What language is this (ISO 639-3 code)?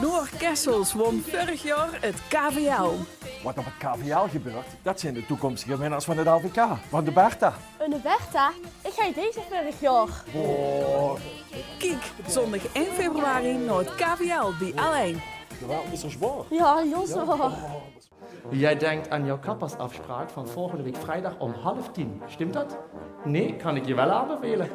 lim